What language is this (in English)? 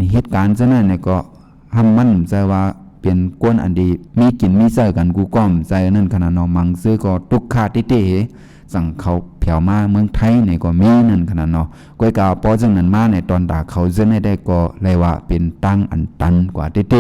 Shan